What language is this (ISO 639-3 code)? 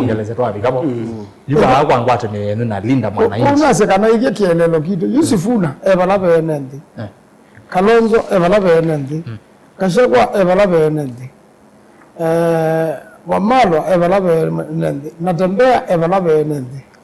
kam